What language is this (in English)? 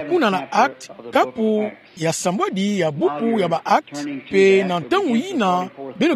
Kituba (Democratic Republic of Congo)